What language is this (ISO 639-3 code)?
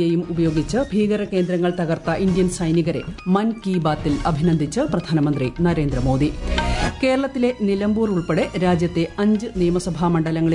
mal